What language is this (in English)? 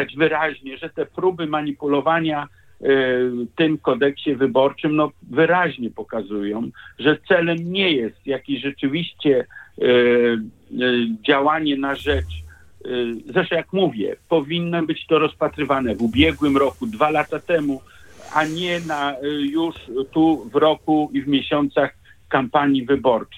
Polish